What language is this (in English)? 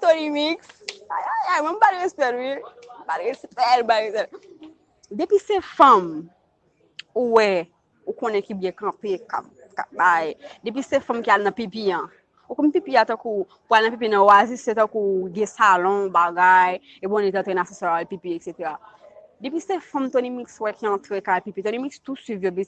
Haitian Creole